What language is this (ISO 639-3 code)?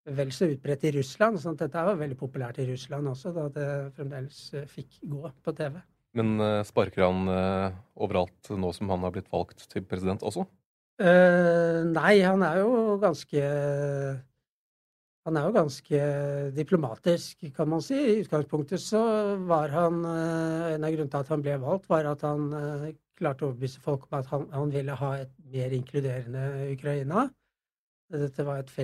nor